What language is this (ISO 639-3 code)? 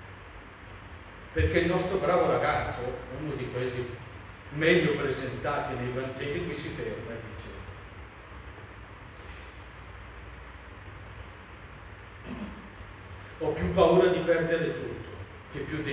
ita